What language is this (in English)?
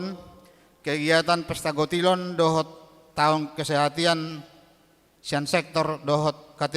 Batak Toba